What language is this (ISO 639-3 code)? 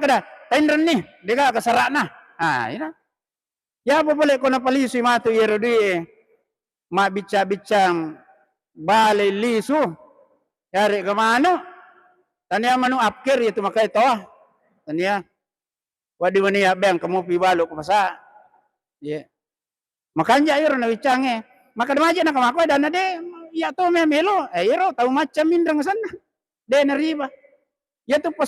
bug